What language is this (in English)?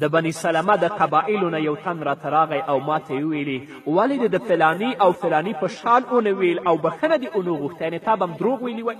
Pashto